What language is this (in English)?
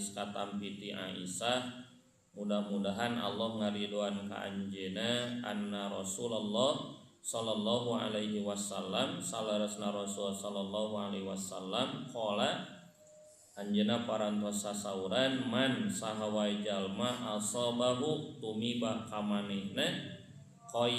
Sundanese